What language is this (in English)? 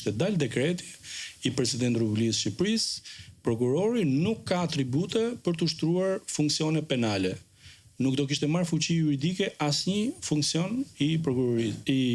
Albanian